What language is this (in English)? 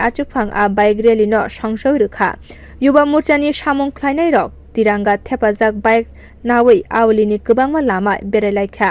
Kok Borok